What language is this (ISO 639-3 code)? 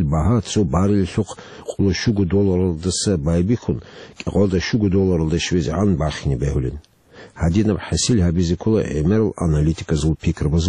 ava